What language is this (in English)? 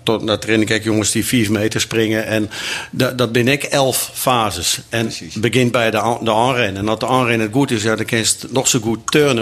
Western Frisian